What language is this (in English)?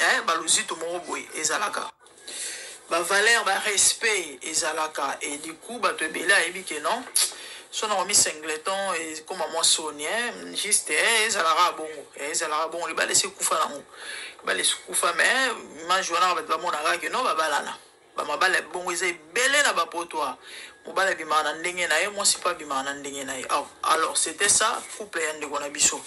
Lingala